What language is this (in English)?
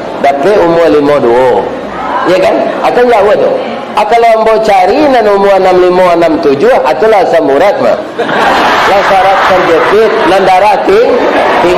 Minangkabau